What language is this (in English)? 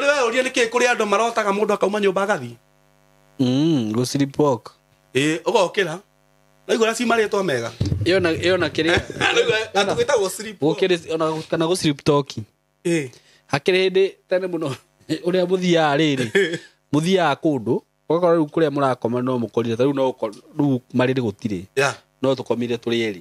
Kikuyu